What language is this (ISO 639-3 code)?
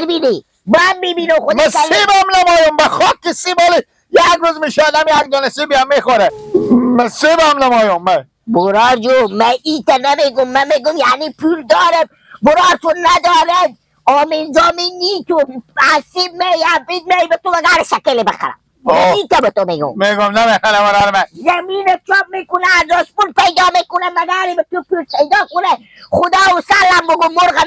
fas